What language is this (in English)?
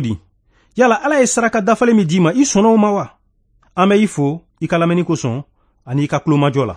Bambara